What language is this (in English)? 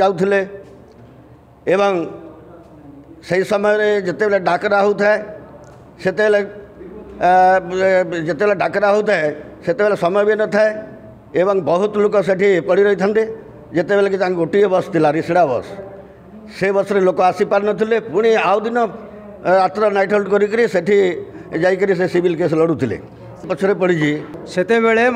Odia